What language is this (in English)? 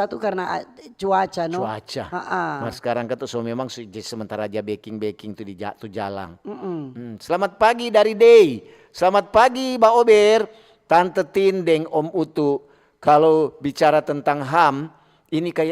Manado Malay